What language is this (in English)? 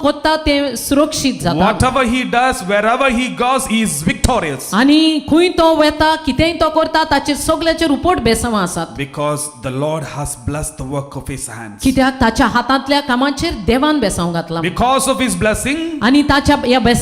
Konkani